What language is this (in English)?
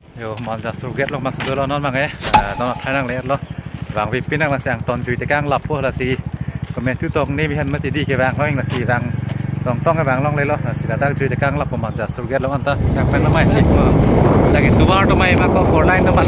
Karbi